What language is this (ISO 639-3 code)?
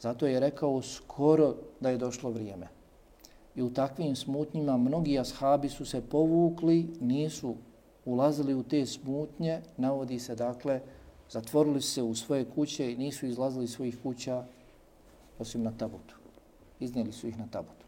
bos